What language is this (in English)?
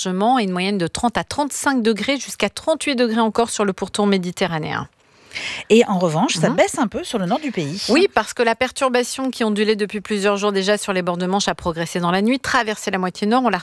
French